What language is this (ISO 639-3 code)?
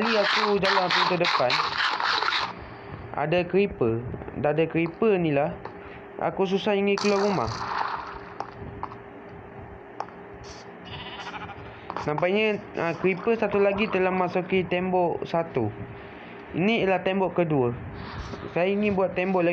msa